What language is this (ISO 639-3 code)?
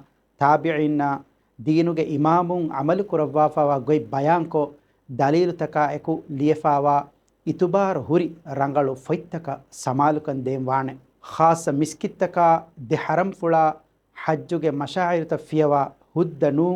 div